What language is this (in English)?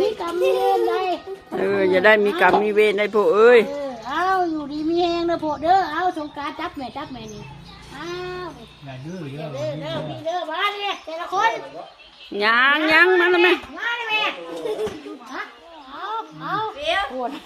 Lao